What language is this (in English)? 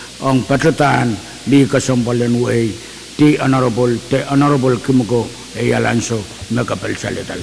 Pohnpeian